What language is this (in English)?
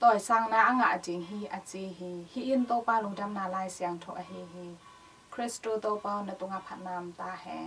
Tedim Chin